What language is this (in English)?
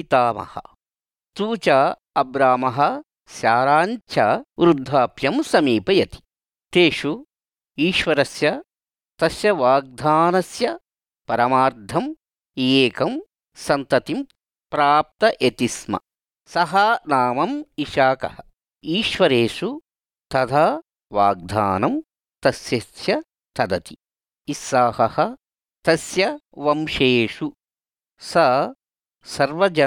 Sanskrit